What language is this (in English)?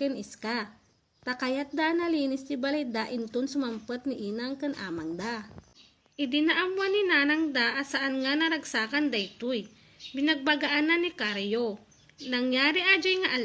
Iloko